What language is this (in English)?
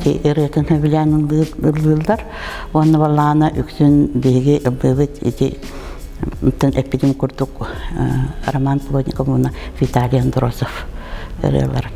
Yakut